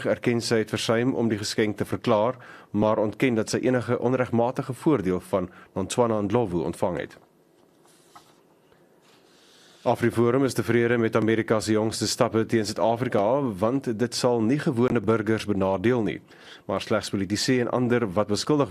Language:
Afrikaans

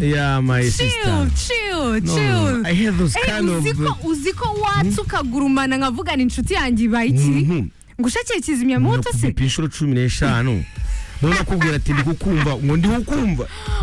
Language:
Kinyarwanda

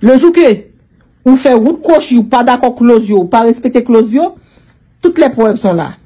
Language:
Haitian Creole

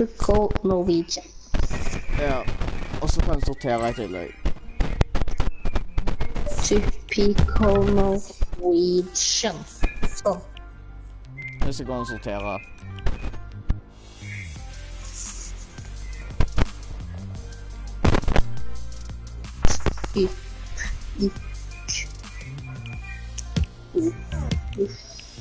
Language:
Norwegian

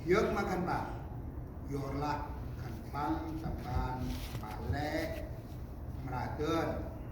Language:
Central Mnong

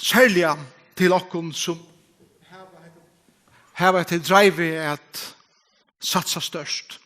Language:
Faroese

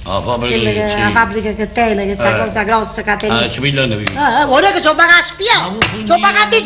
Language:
Neapolitan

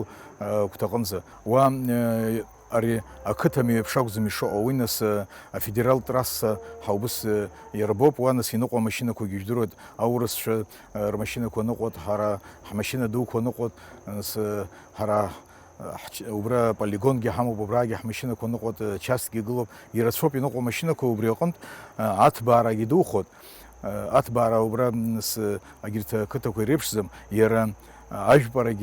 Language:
Abkhazian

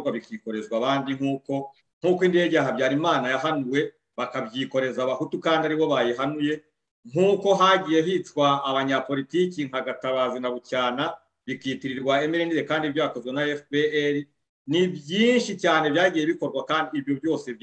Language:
Kinyarwanda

